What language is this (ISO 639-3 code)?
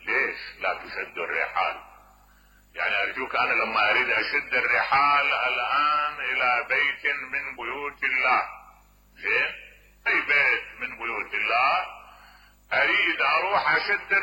acm